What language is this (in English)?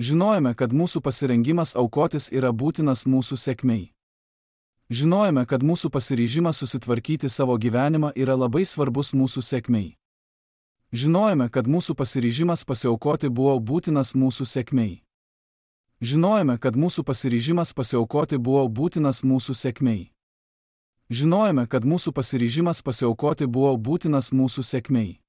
Lithuanian